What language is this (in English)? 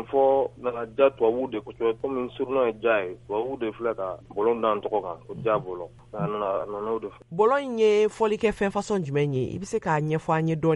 Bambara